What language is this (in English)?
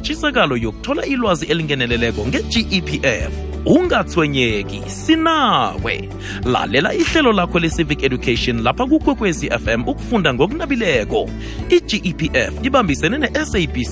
South Ndebele